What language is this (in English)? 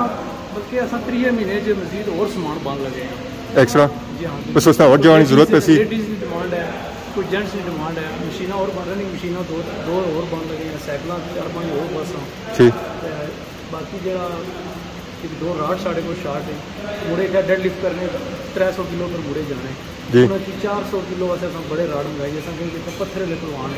Pahari-Potwari